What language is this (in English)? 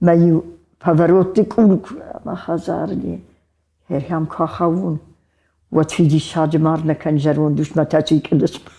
Ossetic